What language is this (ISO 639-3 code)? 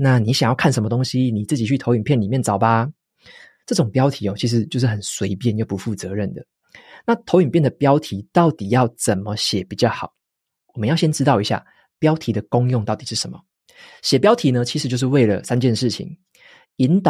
zho